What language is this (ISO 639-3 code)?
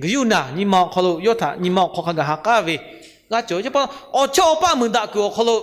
lhu